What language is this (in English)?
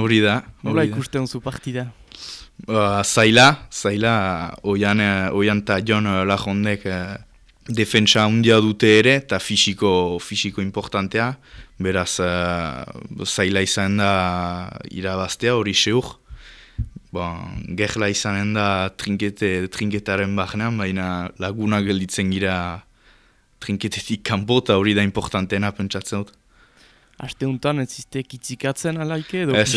Basque